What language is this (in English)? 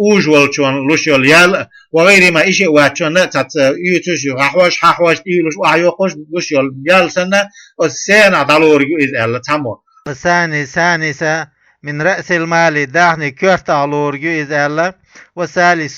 Chechen